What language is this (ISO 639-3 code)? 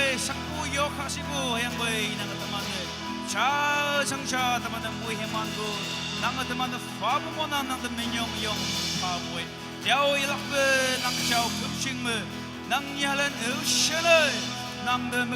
nag